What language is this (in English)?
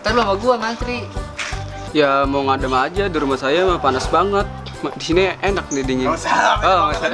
Betawi